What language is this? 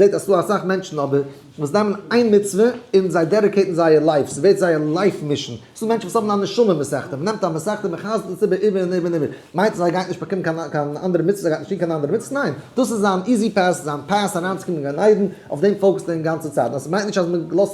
Yiddish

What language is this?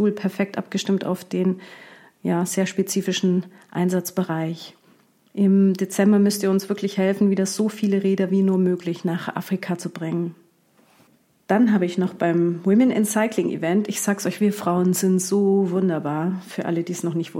German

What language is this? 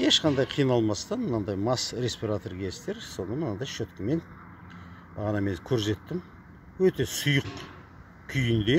Kazakh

